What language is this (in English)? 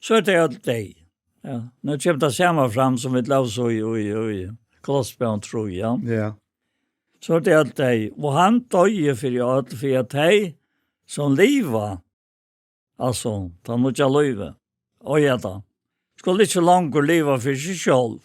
Faroese